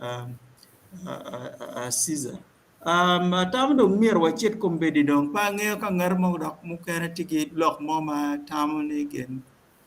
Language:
Acoli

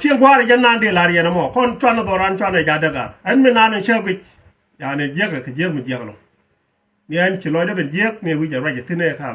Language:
Nuer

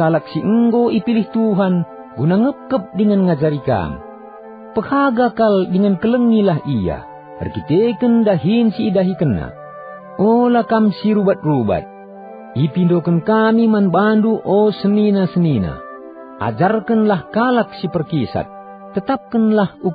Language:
Batak Karo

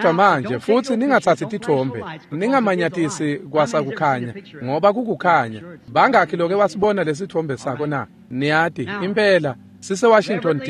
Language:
Swati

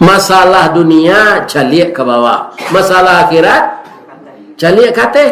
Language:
Minangkabau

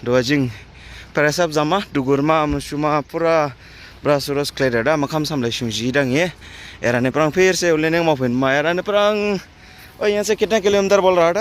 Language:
Dimasa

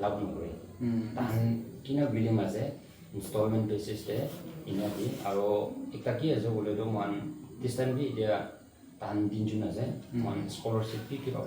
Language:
Naga Pidgin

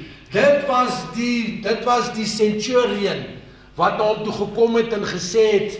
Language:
Afrikaans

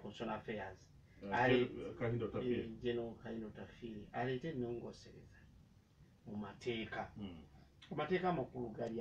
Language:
Ganda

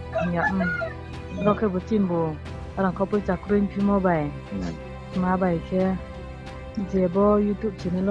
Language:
Riang (India)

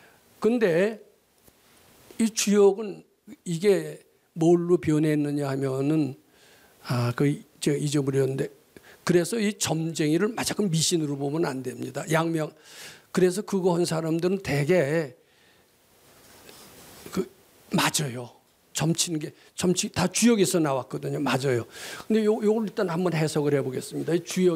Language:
Korean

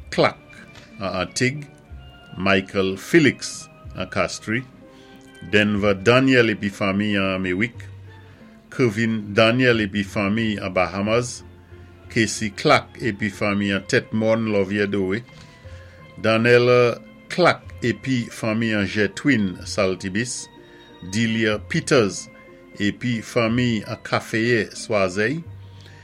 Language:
Saint Lucian Creole French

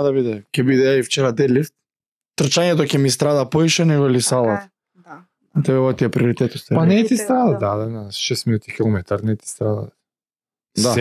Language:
Macedonian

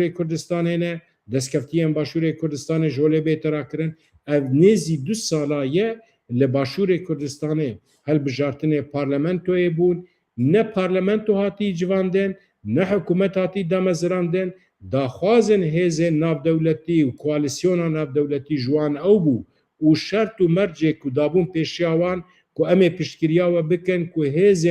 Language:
Kurdish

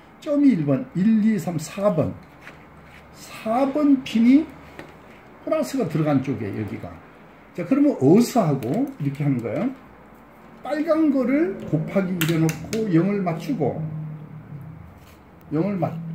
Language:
Korean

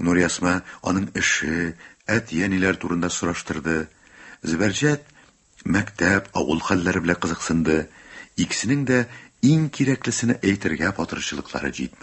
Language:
Tatar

